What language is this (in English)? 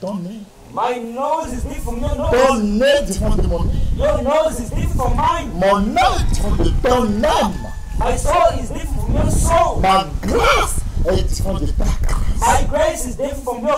French